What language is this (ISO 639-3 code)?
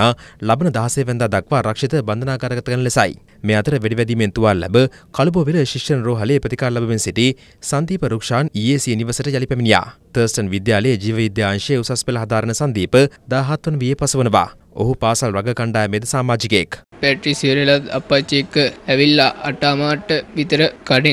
sin